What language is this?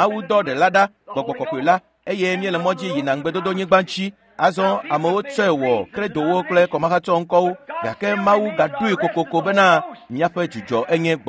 Ewe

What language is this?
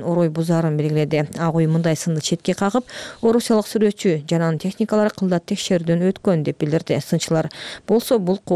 Kyrgyz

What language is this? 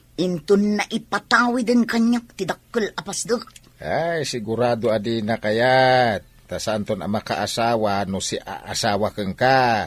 Iloko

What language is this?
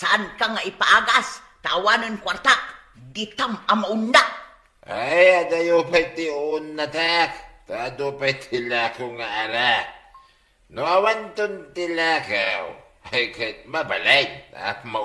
Iloko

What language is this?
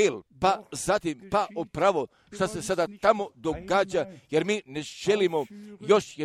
Croatian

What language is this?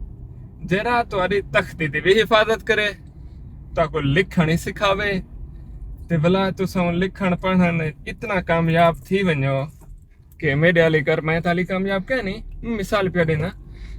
Saraiki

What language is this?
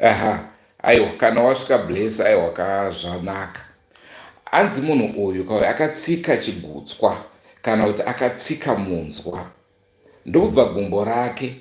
Shona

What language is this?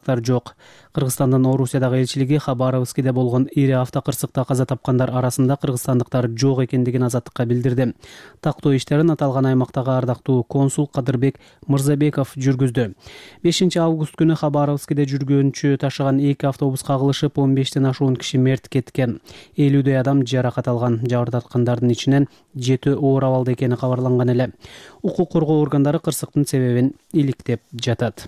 Kyrgyz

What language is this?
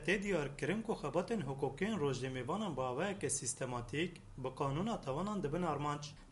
Kurdish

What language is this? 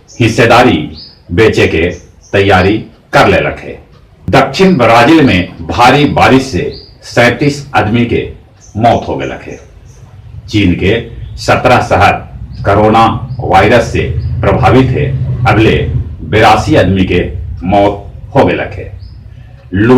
Magahi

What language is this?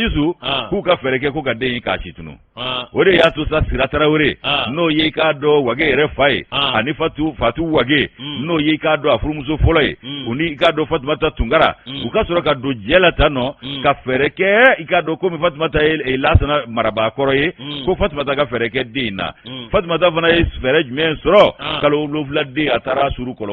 Bambara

